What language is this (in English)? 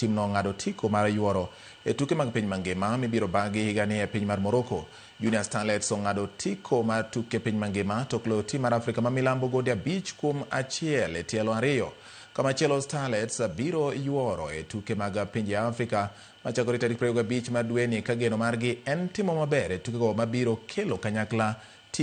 Luo (Kenya and Tanzania)